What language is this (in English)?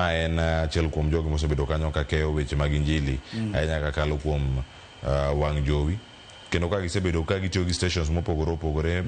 Luo (Kenya and Tanzania)